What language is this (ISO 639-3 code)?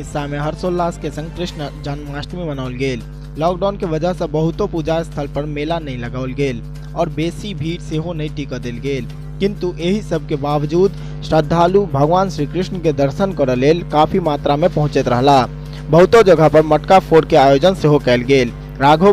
mai